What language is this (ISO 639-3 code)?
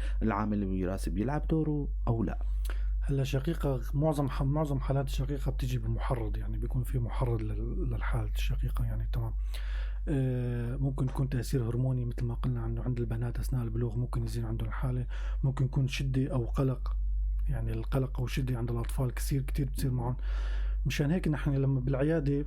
apc